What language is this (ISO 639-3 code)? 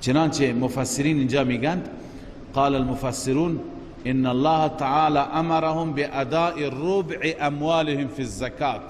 fas